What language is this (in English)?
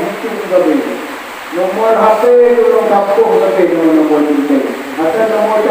Achinese